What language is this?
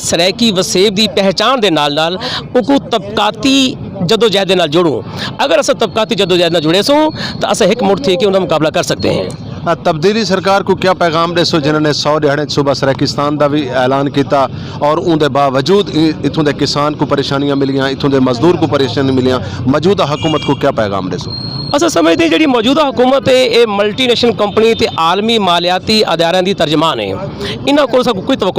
Saraiki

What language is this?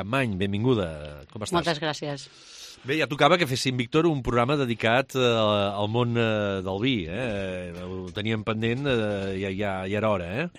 Catalan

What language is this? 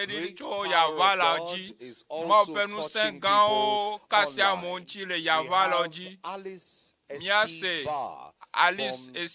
Ewe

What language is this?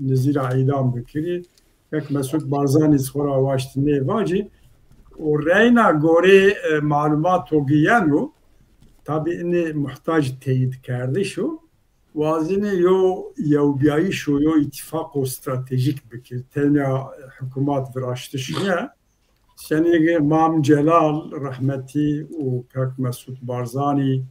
Zaza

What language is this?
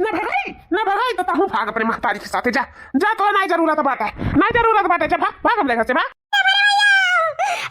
Awadhi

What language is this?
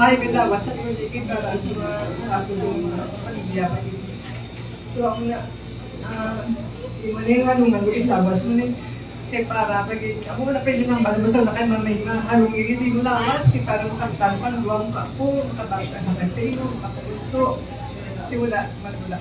Hiligaynon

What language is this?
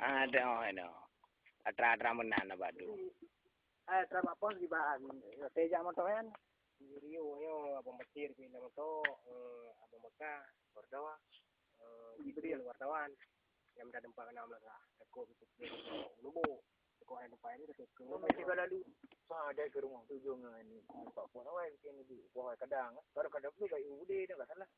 Achinese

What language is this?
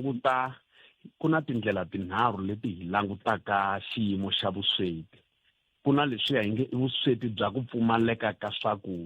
Tsonga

